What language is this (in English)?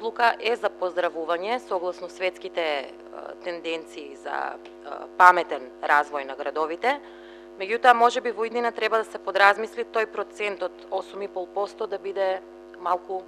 Macedonian